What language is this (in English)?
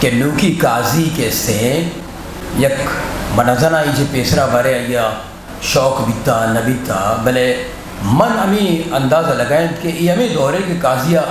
Eastern Balochi